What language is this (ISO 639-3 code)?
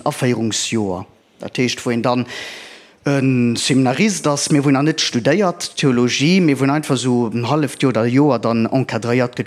ltz